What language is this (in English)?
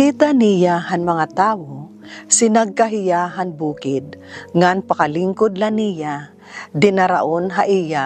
Waray